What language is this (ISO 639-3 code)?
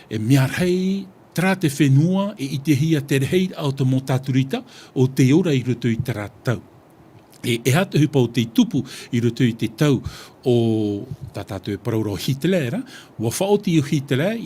tah